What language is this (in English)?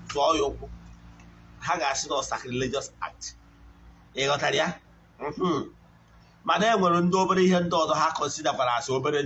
Igbo